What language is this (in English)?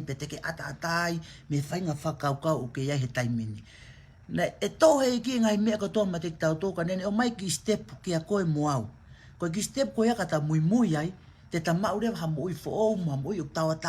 Tongan